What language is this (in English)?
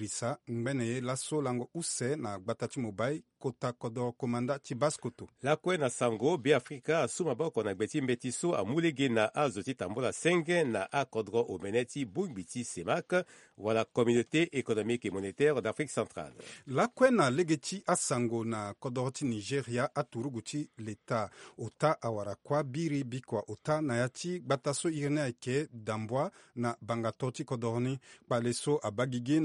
Sango